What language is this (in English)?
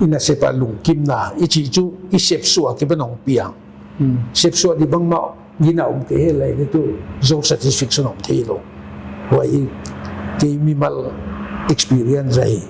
Paite Chin